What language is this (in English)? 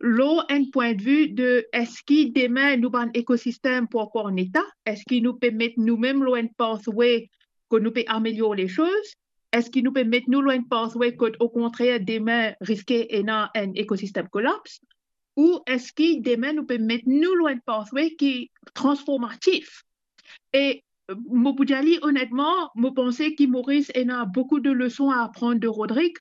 Morisyen